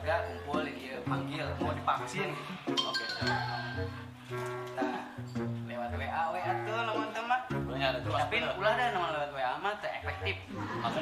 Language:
Sundanese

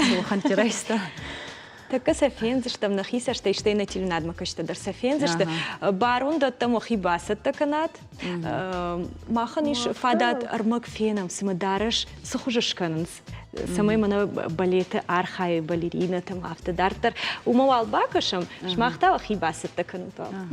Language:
Ossetic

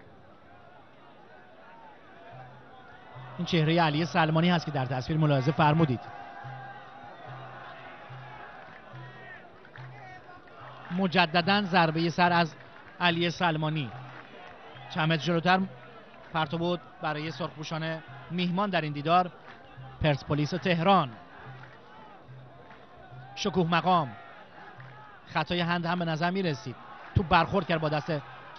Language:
Persian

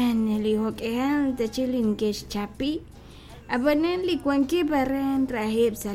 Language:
Kekchí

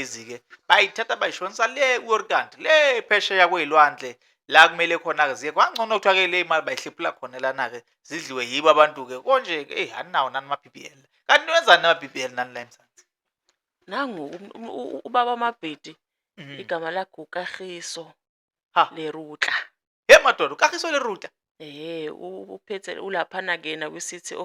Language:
Zulu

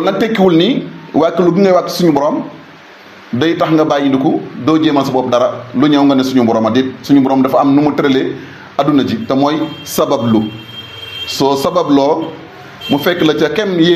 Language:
Wolof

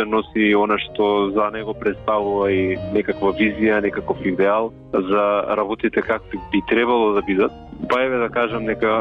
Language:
Macedonian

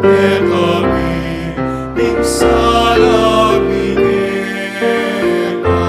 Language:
Pampanga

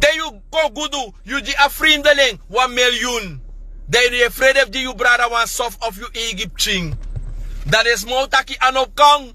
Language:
Sranan Tongo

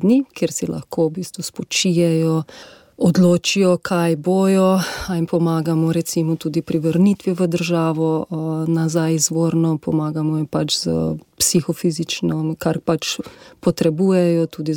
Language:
Slovenian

